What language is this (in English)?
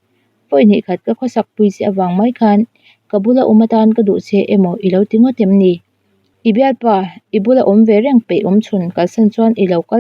Mizo